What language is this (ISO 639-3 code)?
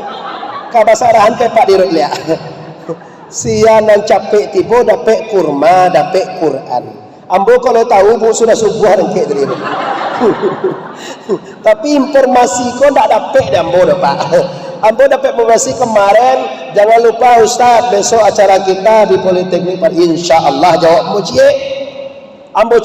min